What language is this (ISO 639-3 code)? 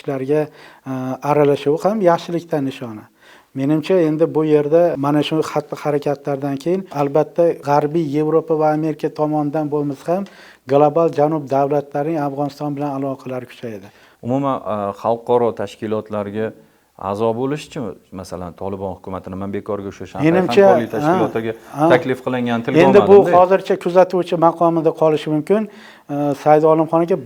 uzb